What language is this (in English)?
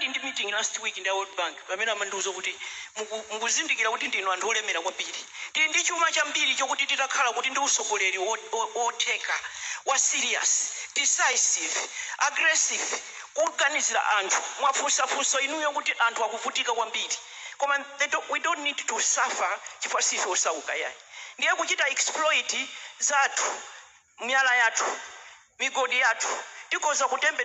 Nyanja